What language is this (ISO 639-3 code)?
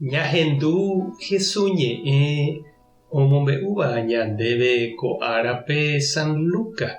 grn